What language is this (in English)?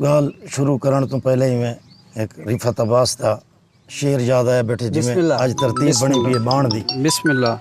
Saraiki